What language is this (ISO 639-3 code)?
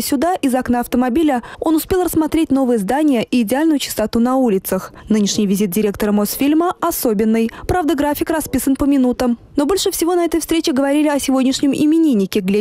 rus